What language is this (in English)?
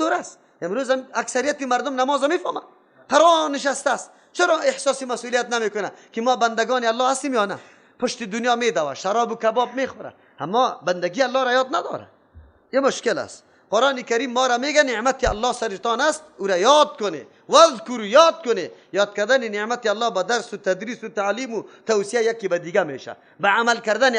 Persian